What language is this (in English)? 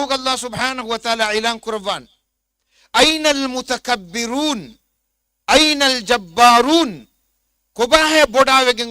Divehi